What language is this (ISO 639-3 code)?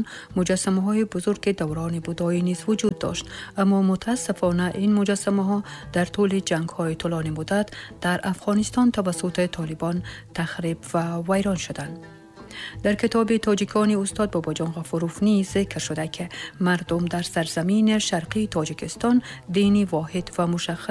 tgk